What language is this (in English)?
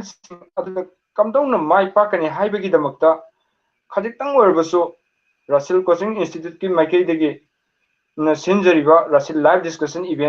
Manipuri